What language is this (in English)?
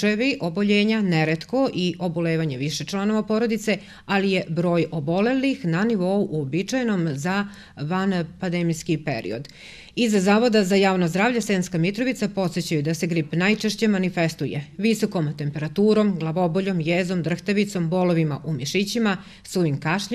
Serbian